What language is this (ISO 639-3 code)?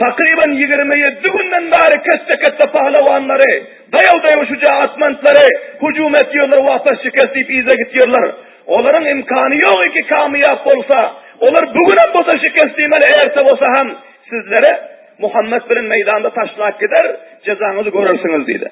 tuk